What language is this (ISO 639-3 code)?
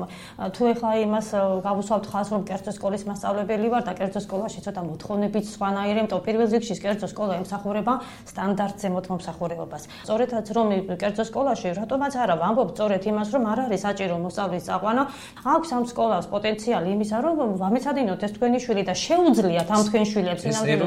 kat